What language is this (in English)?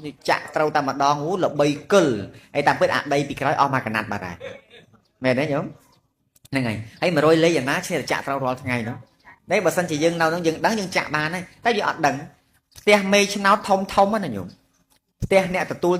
Khmer